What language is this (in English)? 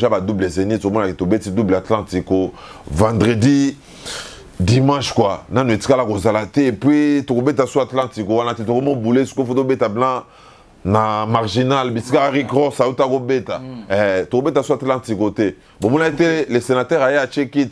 Lingala